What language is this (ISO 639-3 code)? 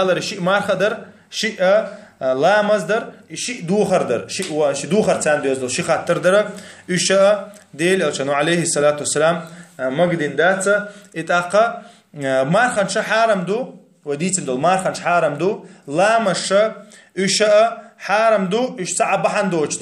che